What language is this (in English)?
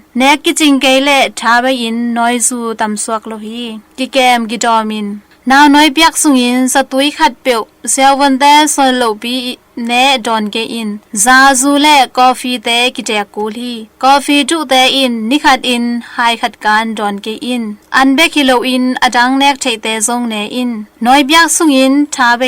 Tedim Chin